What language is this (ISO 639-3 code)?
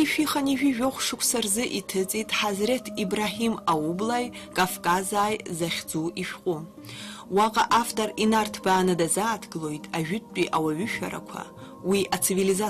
abk